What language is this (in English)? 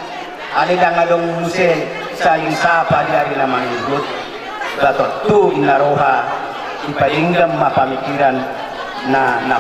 Batak Toba